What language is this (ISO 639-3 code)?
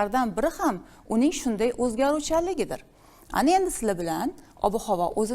uzb